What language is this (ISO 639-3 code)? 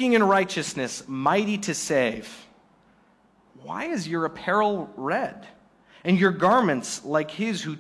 eng